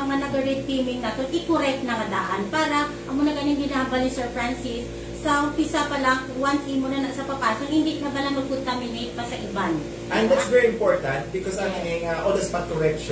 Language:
Hiligaynon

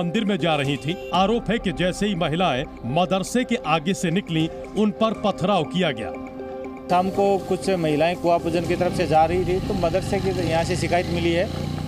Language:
Hindi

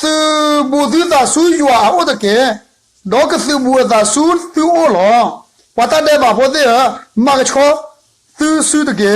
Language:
S'gaw Karen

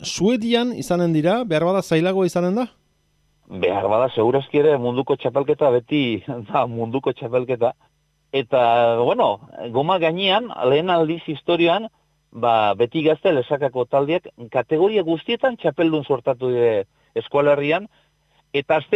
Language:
Basque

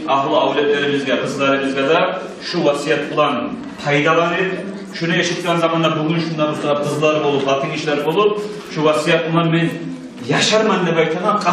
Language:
Kumyk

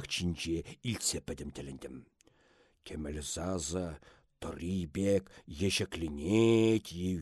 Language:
Chuvash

